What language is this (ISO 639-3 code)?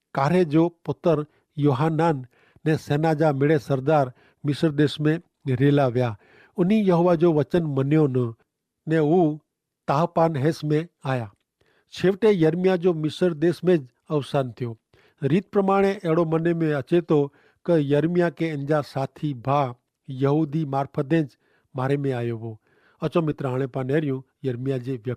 kfr